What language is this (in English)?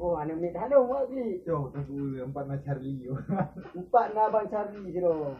Achinese